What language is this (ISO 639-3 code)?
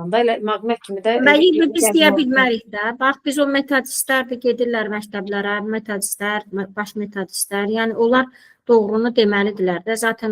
aze